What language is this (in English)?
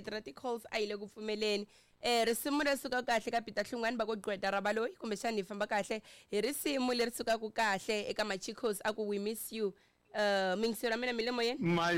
Tsonga